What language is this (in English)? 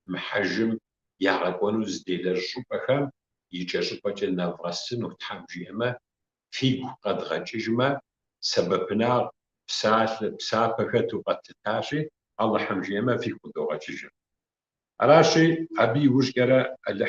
Kabardian